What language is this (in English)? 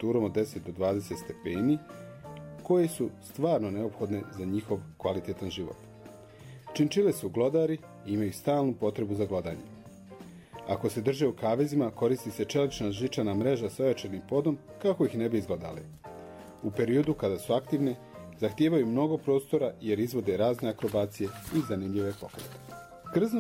Croatian